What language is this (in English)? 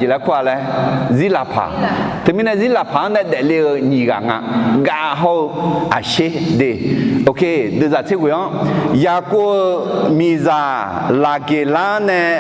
Akha